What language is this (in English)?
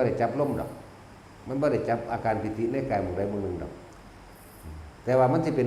Northeastern Thai